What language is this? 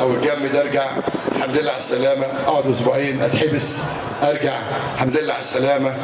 Egyptian Arabic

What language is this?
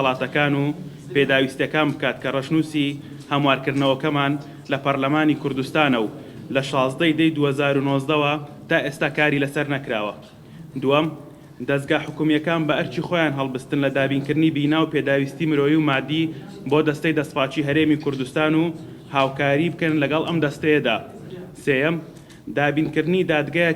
Central Kurdish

